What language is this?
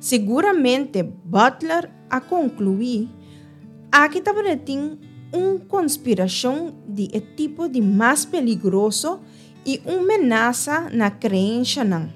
Papiamento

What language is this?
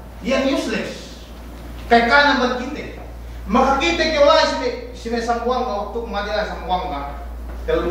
Yakan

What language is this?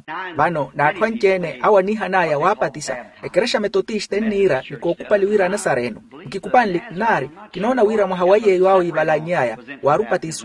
Makhuwa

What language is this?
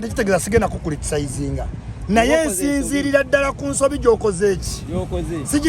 Ganda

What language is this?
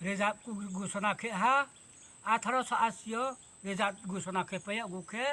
Riang (India)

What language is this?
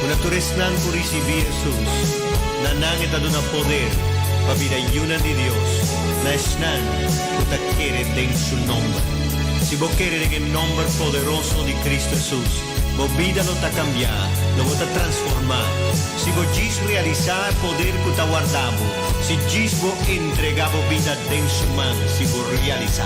Papiamento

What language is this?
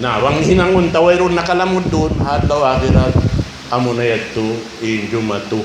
Tausug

